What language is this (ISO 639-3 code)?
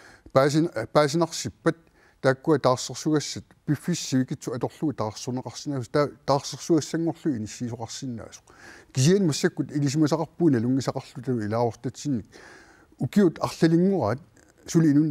kal